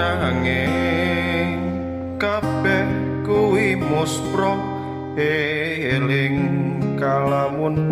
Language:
Javanese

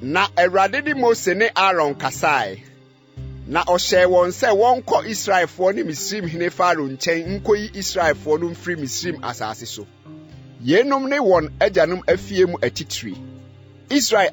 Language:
Akan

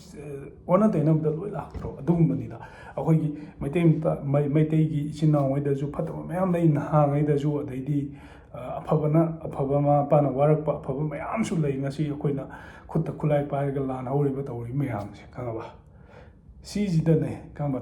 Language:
Manipuri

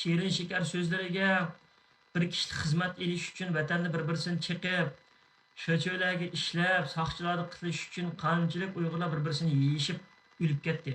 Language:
Uyghur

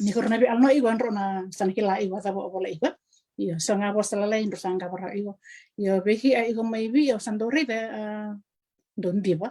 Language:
Fijian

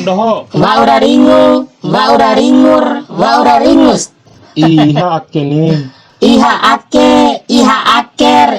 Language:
Bima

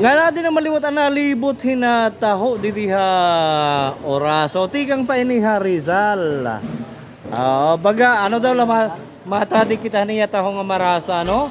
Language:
Waray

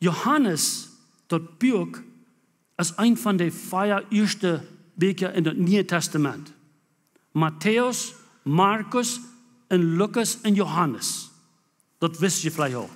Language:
Plautdietsch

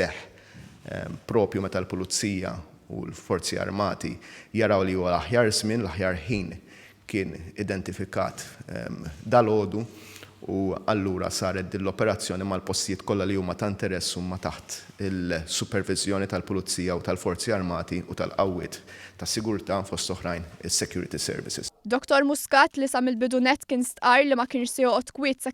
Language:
Maltese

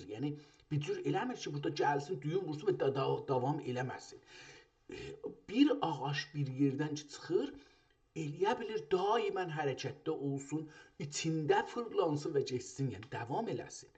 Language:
South Azerbaijani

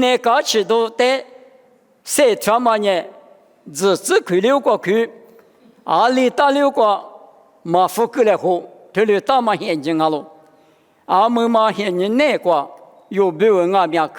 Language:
Lisu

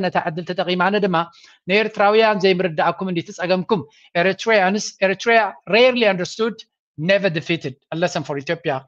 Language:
Tigrinya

